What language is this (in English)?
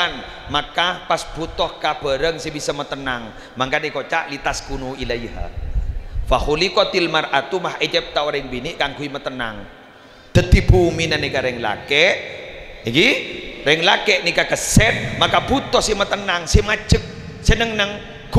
Madurese